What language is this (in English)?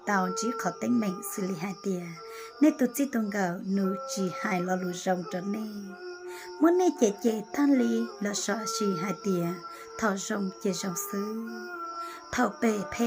Hmong